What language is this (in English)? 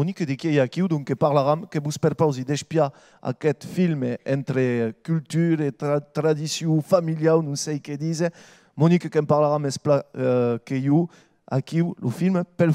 Occitan